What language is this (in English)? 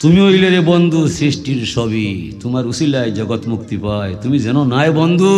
Sylheti